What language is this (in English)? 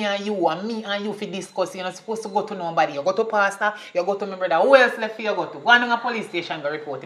Jamaican Creole English